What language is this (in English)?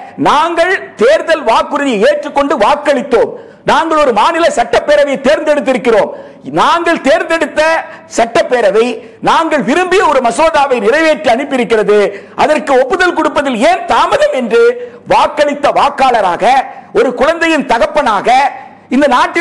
Tamil